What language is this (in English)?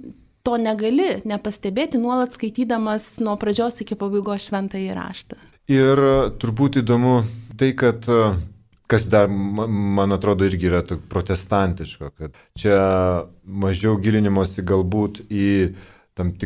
Lithuanian